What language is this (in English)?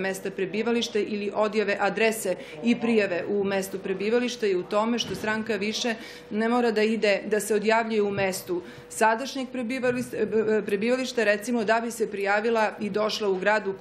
Serbian